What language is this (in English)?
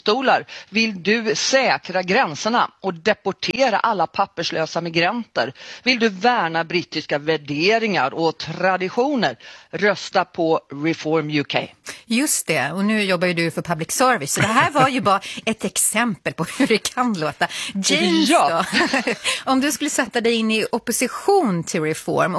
Swedish